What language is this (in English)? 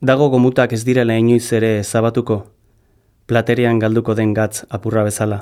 Basque